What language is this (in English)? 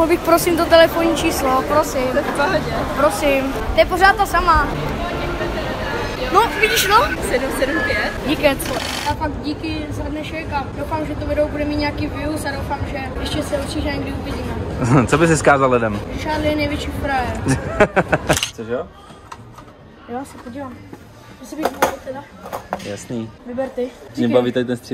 Czech